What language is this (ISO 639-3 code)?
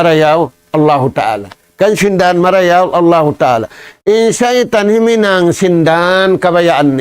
tsg